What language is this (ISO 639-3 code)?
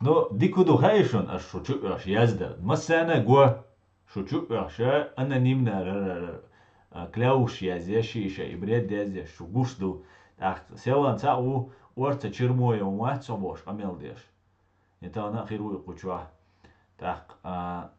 che